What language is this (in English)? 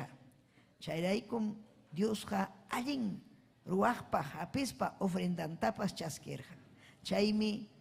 Ayacucho Quechua